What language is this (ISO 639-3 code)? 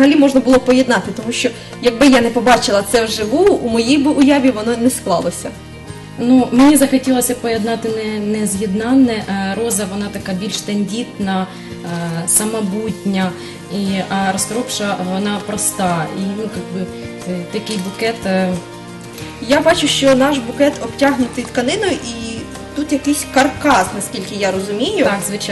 ukr